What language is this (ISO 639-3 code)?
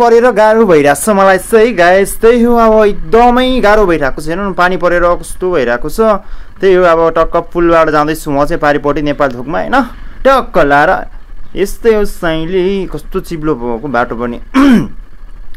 nep